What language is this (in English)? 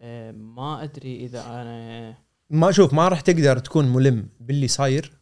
Gulf Arabic